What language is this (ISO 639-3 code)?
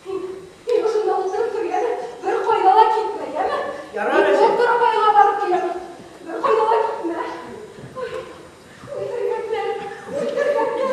bak